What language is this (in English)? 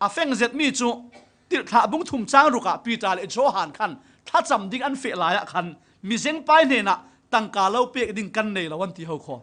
Falam Chin